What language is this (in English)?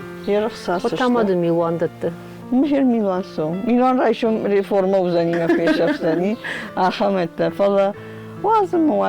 Ossetic